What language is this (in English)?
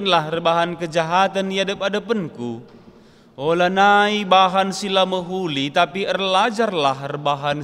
Batak Karo